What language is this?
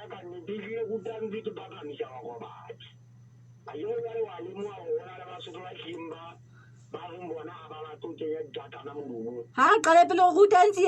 Southern Sotho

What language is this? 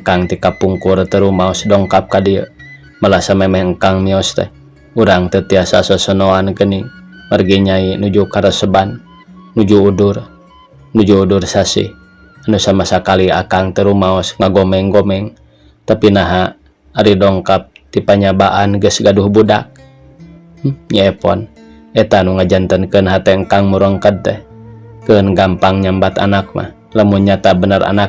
Sundanese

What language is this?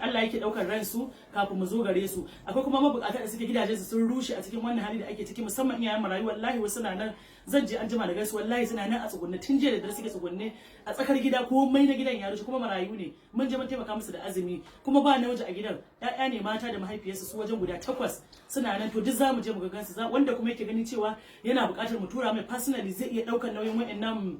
Hausa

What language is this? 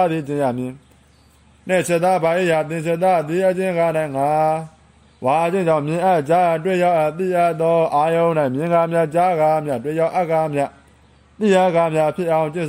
Burmese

